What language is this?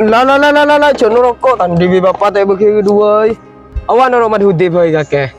Madurese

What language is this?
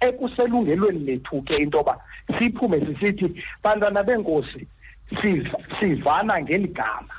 Xhosa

